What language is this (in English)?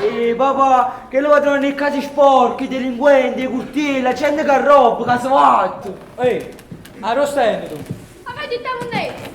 Neapolitan